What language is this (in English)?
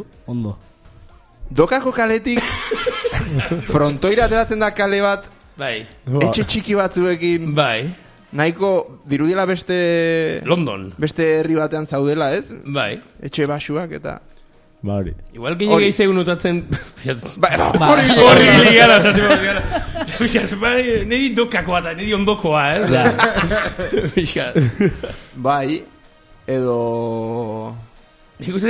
Basque